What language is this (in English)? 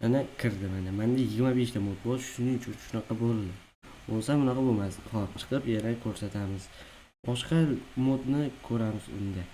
Uzbek